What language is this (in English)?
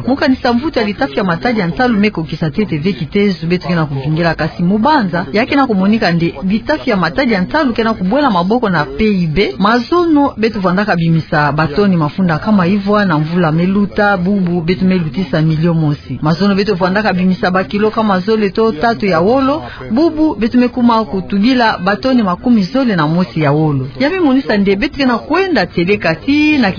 Kituba (Democratic Republic of Congo)